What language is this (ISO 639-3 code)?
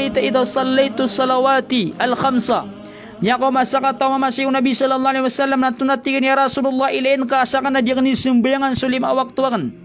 mrw